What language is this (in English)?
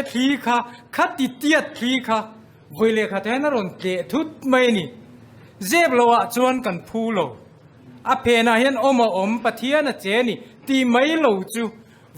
Mizo